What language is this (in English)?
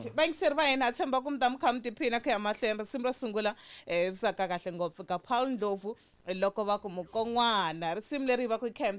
Tsonga